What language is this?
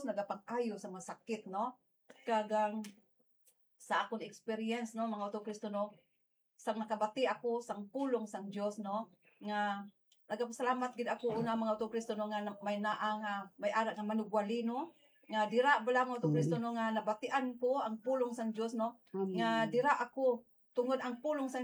Hiligaynon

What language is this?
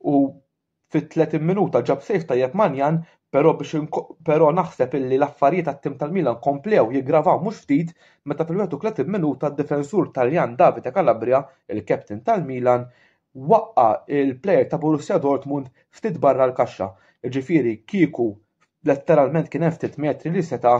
Maltese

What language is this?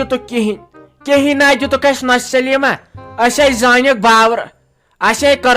Kashmiri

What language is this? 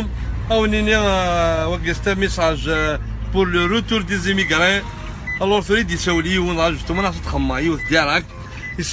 Kabyle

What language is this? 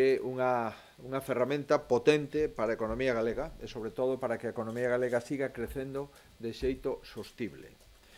Galician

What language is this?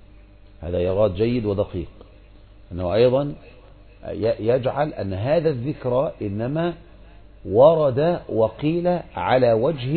Arabic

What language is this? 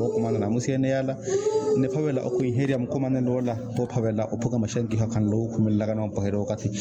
Makhuwa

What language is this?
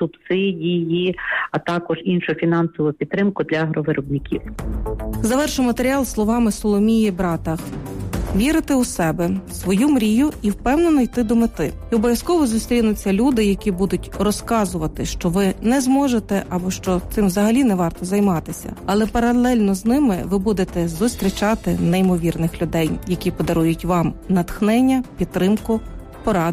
Ukrainian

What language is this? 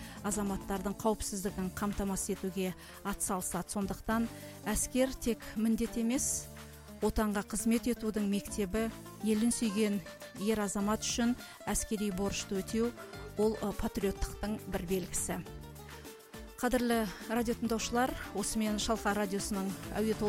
Kazakh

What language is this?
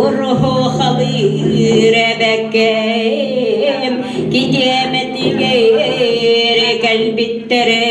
Yakut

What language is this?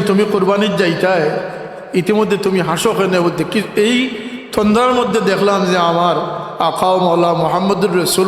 Sylheti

